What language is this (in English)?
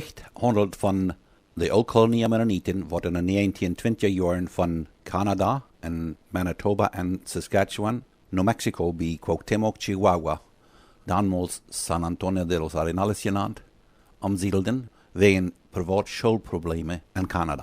Plautdietsch